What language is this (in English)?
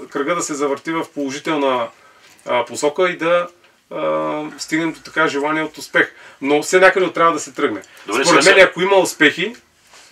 Bulgarian